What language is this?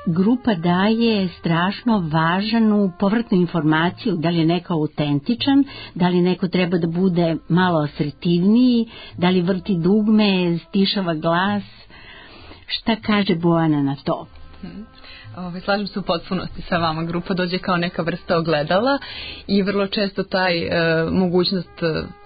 Serbian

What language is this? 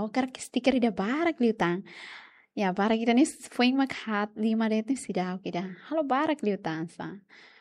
Tetum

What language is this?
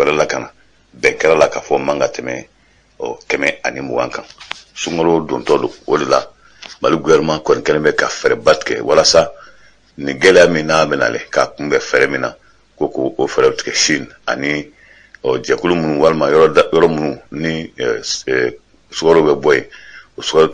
Bambara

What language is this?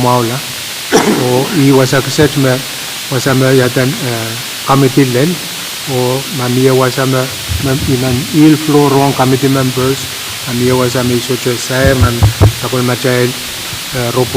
Pohnpeian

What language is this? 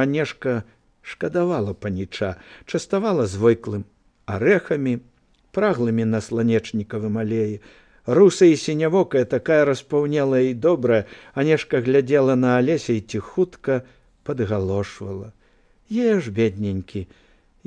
Belarusian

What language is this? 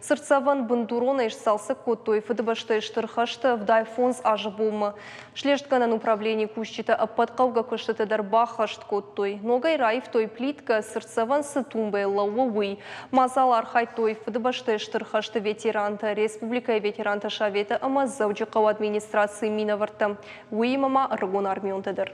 Ossetic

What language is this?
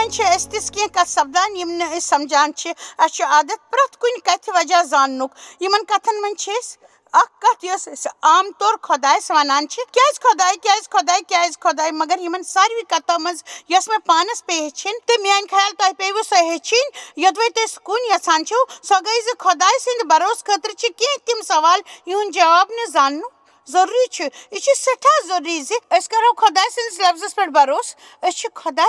Kashmiri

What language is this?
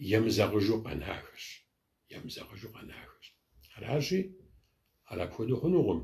Kabardian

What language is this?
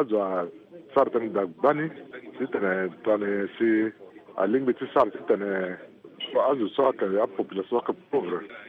Sango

